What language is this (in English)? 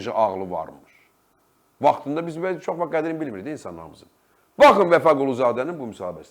Azerbaijani